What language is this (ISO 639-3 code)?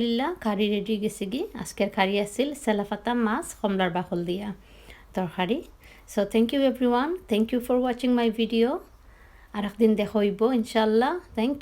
syl